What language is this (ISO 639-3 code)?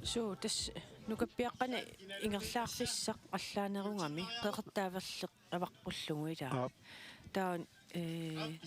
kal